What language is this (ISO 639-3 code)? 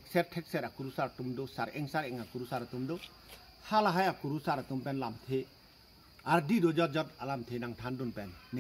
mjw